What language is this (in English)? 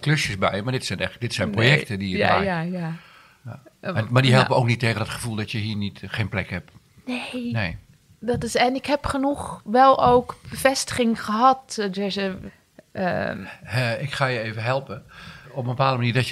Dutch